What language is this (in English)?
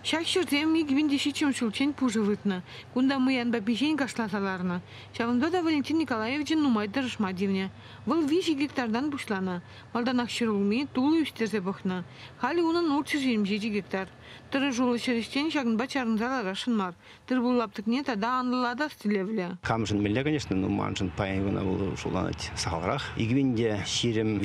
Chuvash